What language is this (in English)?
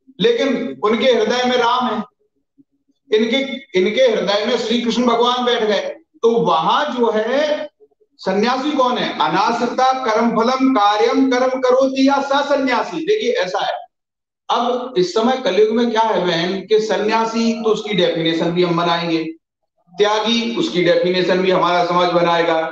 Hindi